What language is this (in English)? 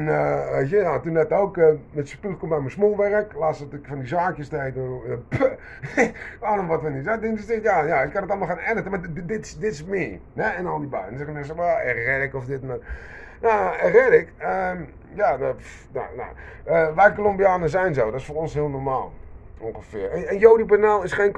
Dutch